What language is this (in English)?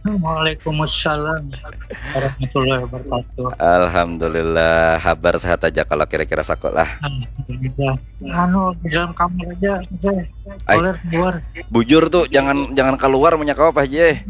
Banjar